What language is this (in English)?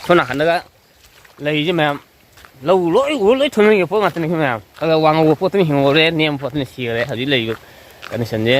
Manipuri